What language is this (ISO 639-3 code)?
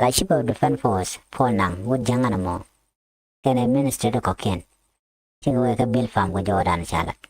nus